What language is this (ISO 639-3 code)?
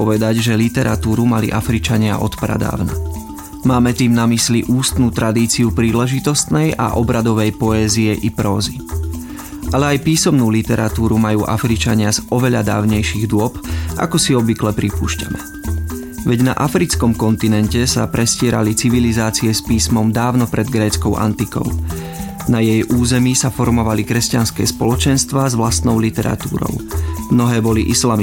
slk